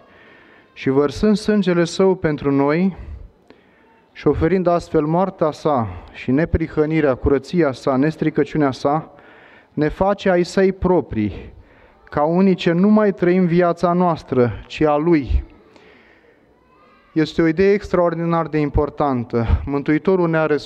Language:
Romanian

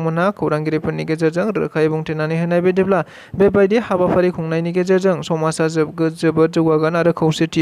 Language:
Bodo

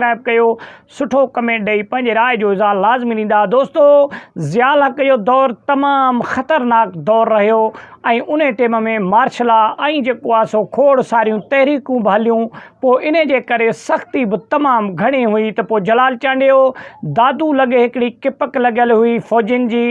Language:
Sindhi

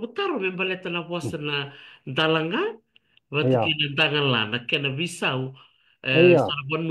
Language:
Fijian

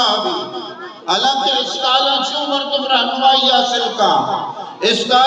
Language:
Eastern Balochi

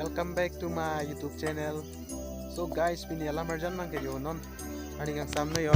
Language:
Karbi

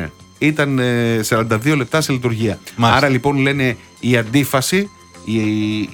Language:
Greek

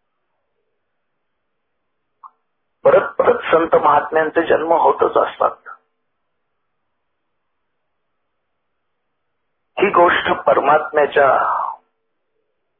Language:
Marathi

